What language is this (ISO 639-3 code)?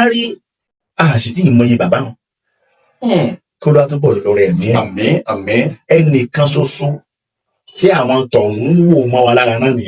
yor